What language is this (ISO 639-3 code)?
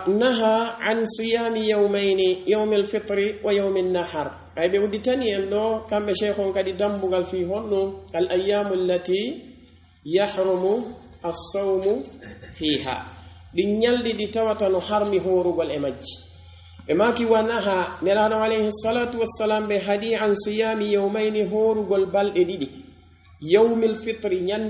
fuf